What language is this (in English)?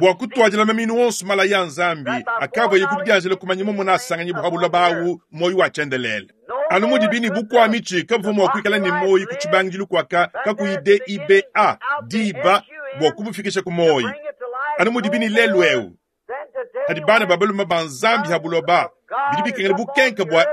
Luba-Lulua